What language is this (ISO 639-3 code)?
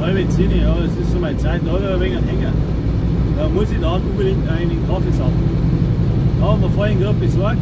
bar